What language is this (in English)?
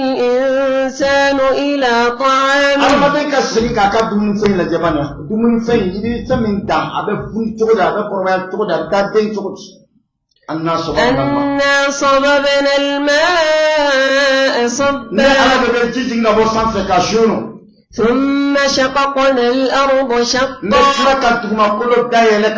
Bambara